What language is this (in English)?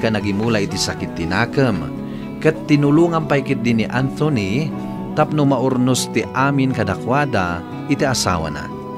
Iloko